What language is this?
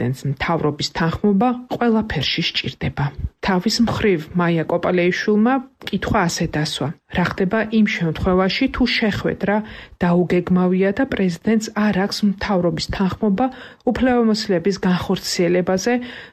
Georgian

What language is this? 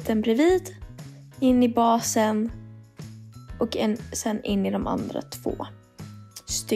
Swedish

